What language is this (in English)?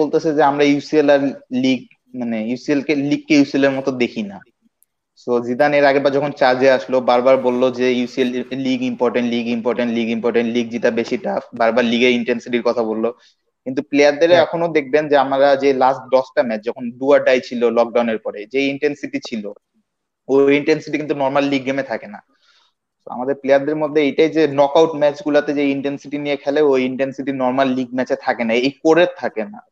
Bangla